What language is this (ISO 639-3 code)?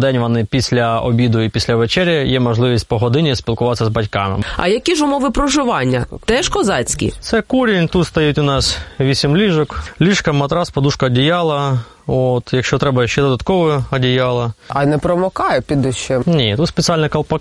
ukr